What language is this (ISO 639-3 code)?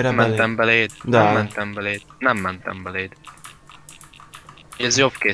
hun